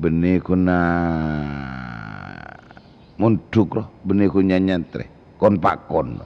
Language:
Madurese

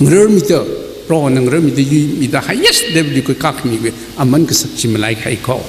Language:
Tangkhul Naga (India)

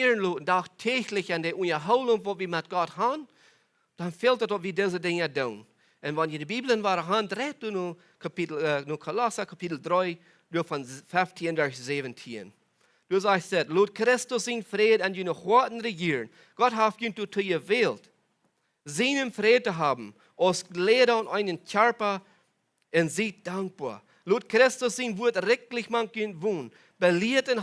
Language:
Plautdietsch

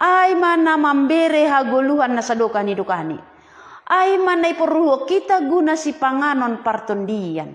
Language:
Batak Simalungun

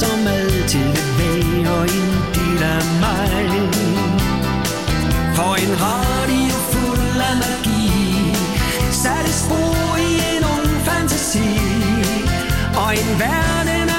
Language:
Danish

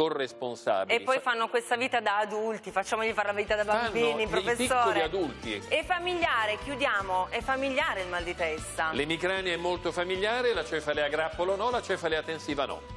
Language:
Italian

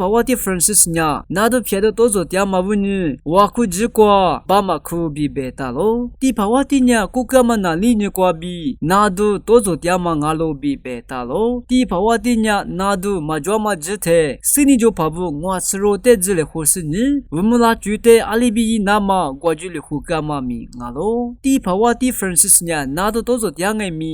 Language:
Lisu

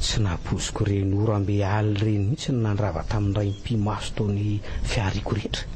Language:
Malagasy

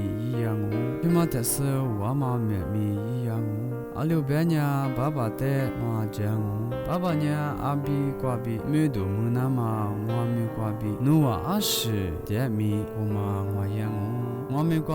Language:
Lisu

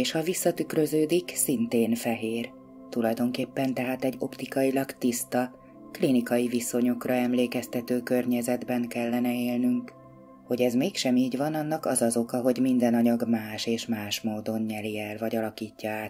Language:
Hungarian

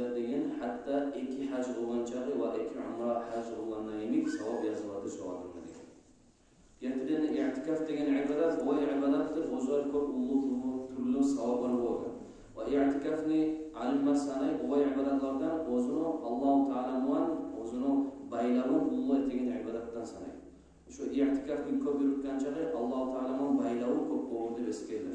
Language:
Kumyk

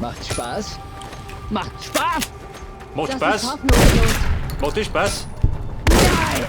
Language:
Bavarian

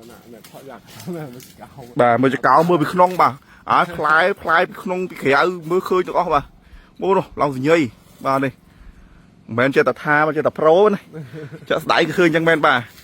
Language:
Khmer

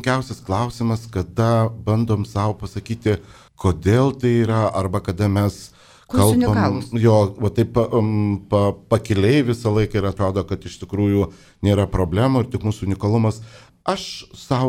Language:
Lithuanian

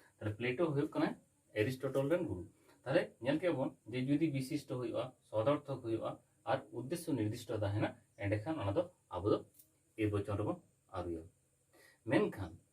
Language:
Santali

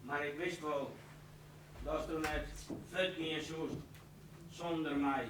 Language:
Western Frisian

